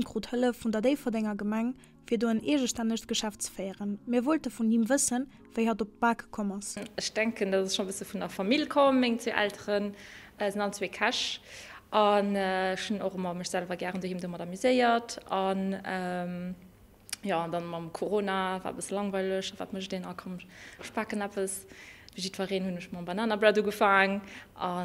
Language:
Luxembourgish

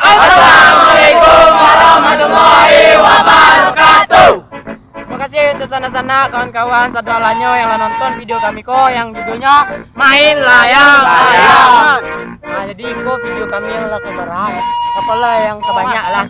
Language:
Minangkabau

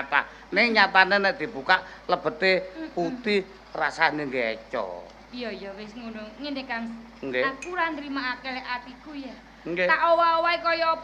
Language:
Javanese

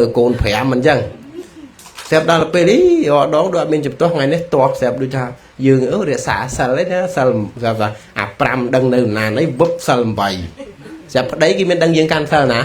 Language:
Khmer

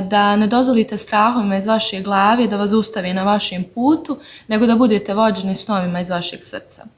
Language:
Bosnian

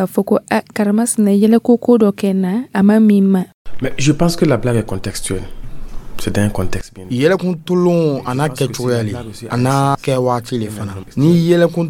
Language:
Dyula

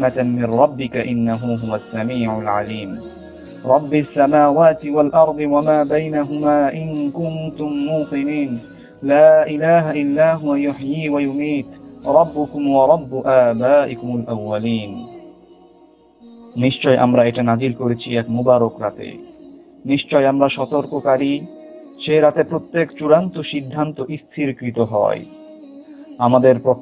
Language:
Bangla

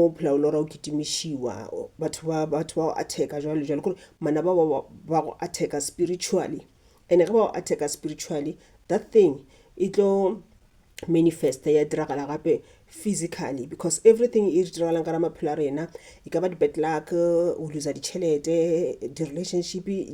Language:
Northern Sotho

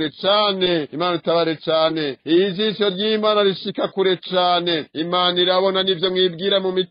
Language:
Rundi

